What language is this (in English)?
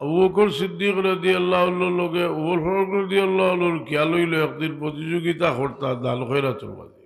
Sylheti